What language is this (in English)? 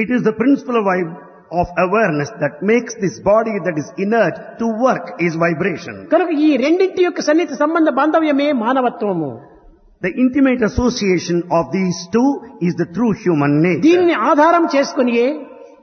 Telugu